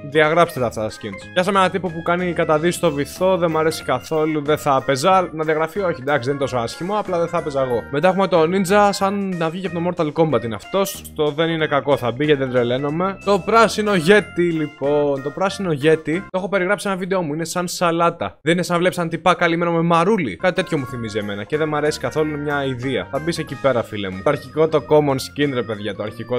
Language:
Greek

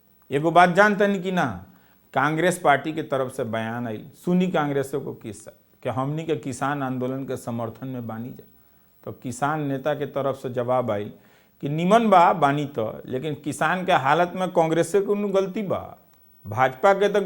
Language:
Bhojpuri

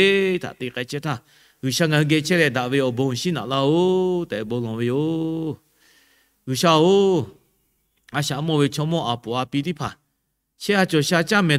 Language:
Lahu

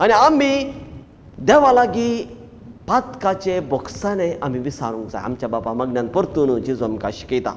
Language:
Konkani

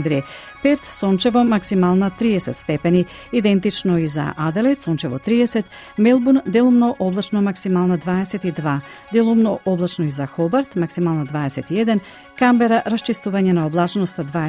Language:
Macedonian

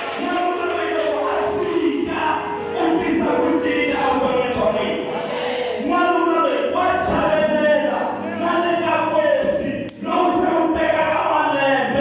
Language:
Tsonga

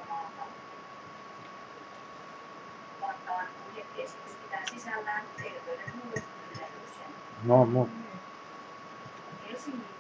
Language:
Finnish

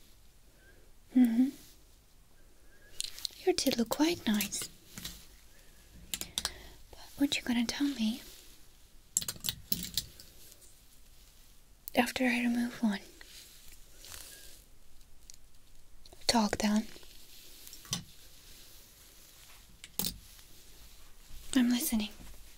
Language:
English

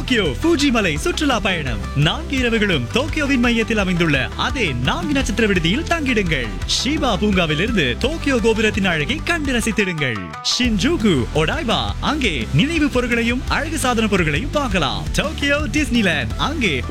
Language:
Tamil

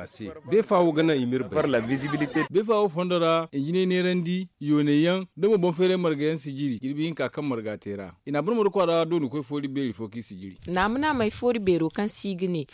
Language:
Zarma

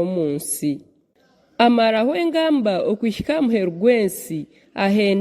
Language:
Nyankole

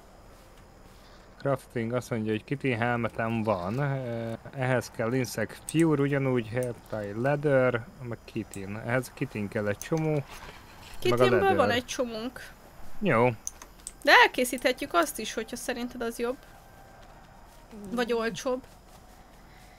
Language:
Hungarian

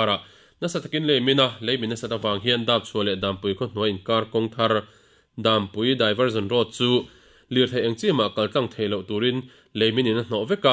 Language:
Mizo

